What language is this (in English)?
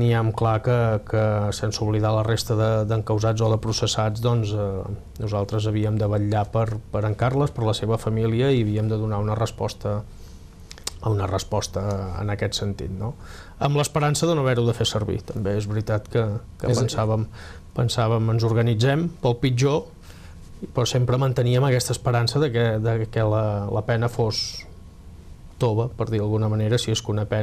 Catalan